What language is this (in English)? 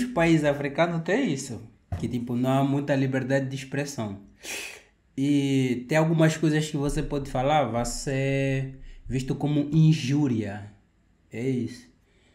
Portuguese